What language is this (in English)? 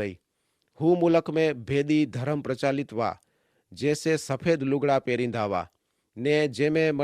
Kachhi